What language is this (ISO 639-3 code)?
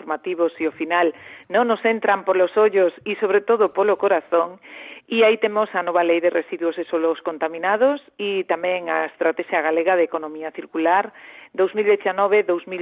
glg